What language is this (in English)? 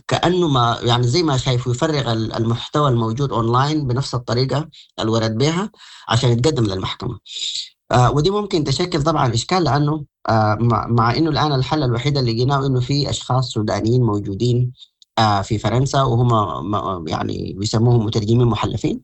Sudanese Arabic